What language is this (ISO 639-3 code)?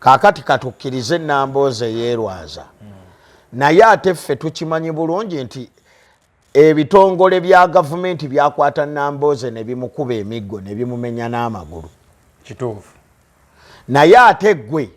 lug